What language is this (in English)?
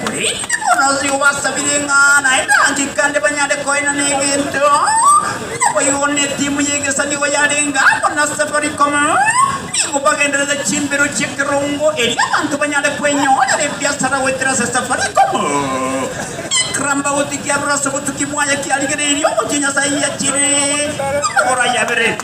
Gusii